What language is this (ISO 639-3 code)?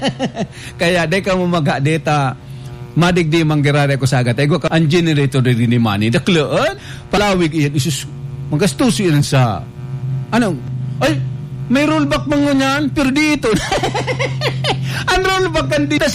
bik